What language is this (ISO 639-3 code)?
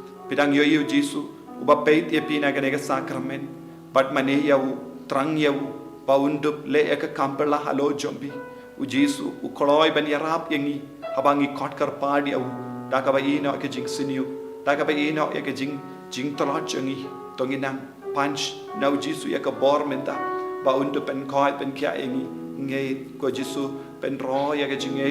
kha